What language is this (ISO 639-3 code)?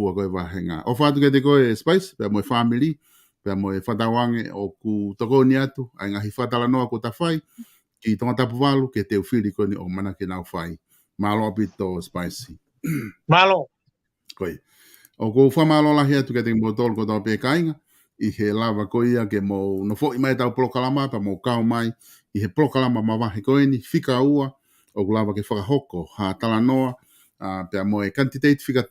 ton